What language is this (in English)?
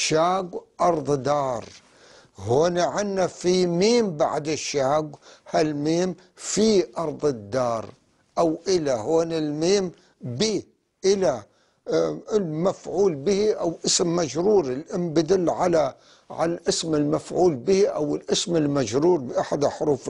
North Levantine Arabic